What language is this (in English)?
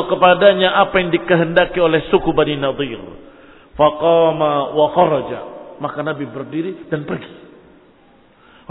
Indonesian